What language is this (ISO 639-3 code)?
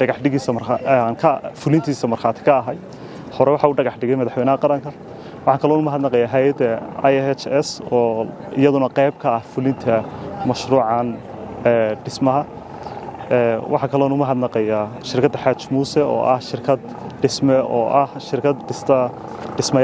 som